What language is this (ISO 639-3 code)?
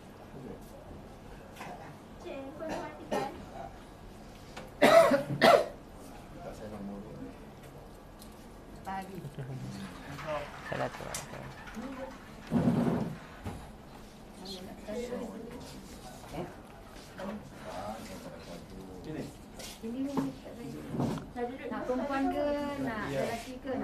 msa